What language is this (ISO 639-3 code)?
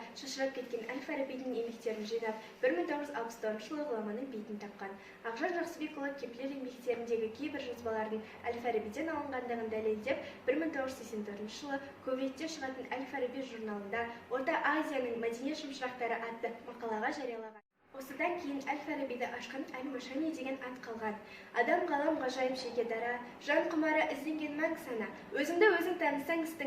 kaz